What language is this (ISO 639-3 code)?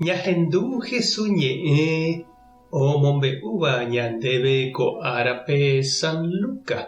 grn